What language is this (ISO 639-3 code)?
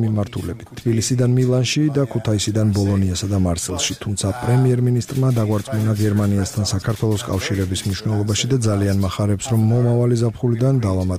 kat